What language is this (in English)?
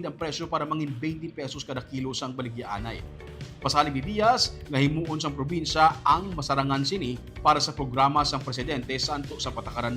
Hiligaynon